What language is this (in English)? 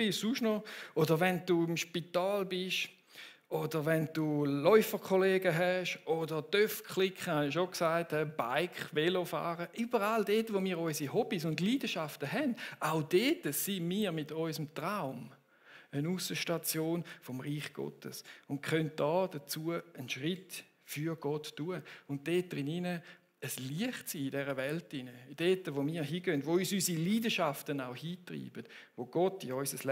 Swiss German